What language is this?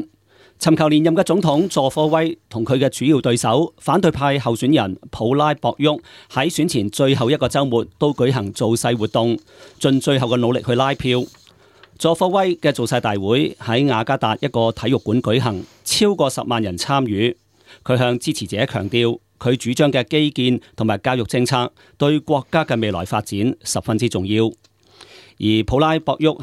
Cantonese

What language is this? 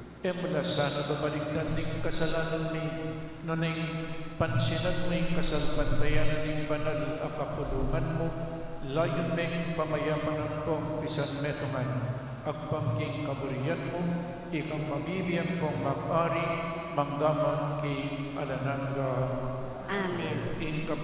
Pampanga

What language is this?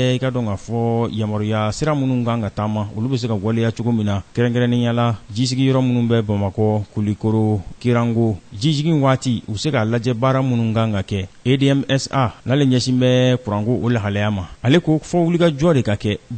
Bambara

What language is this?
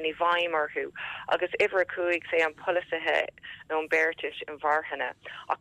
Irish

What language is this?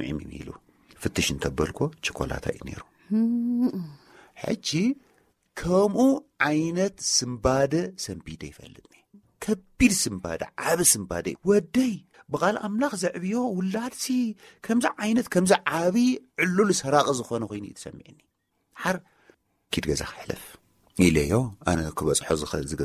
Tigrinya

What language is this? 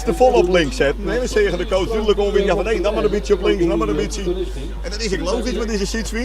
Western Frisian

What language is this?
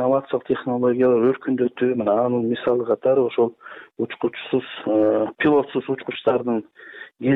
Kyrgyz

